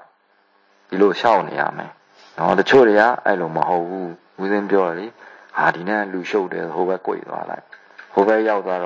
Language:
Burmese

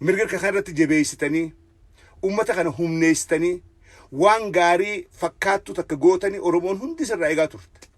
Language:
Oromo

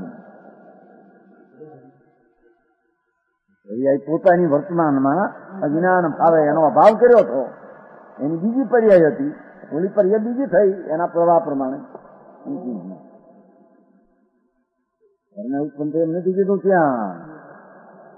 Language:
Gujarati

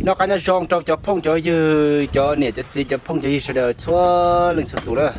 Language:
Hmong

